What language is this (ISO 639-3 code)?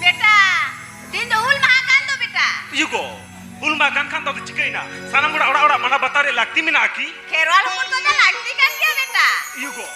sat